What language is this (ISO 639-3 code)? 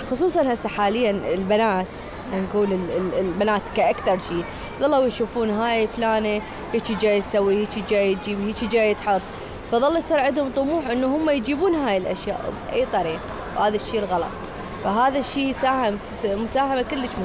acm